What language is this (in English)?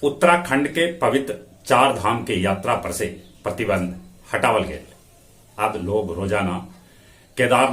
Magahi